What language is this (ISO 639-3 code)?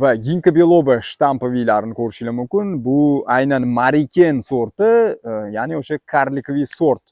uzb